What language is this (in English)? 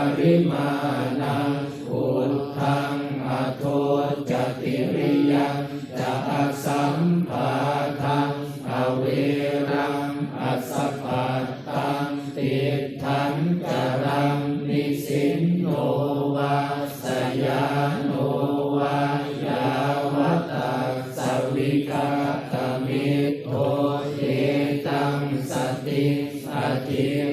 Pali